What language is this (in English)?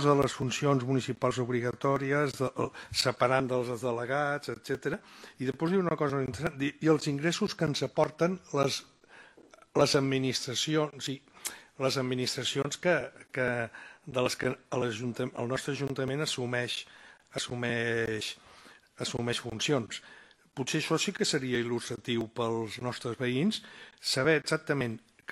Catalan